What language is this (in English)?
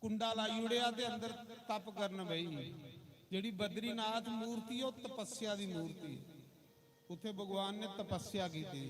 Dogri